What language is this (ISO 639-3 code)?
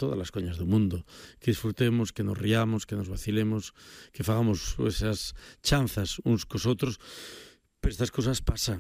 glg